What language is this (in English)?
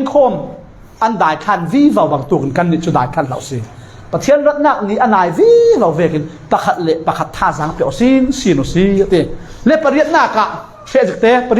Falam Chin